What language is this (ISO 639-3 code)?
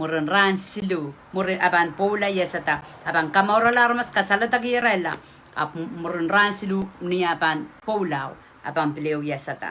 pon